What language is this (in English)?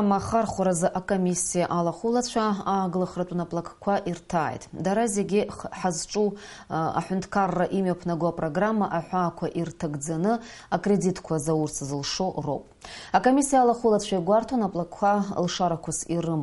Abkhazian